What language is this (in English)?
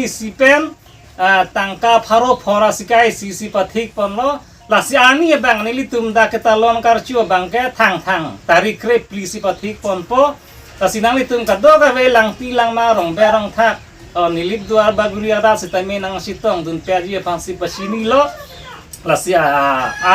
Karbi